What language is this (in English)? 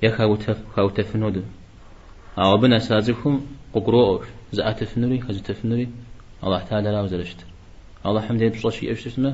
Kabardian